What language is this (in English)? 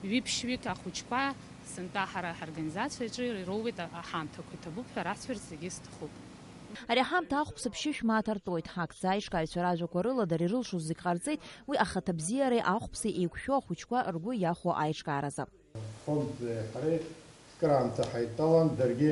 Abkhazian